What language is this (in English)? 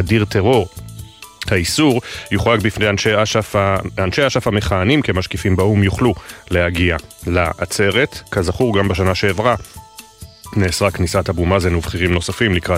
Hebrew